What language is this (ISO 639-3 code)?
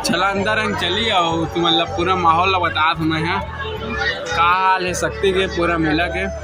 hne